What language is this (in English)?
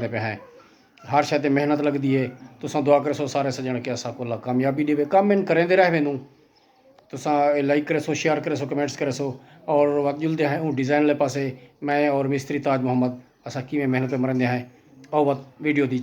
Saraiki